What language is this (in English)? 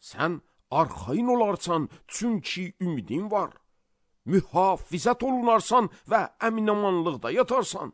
Azerbaijani